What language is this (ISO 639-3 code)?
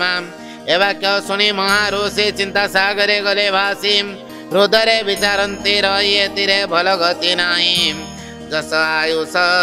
ori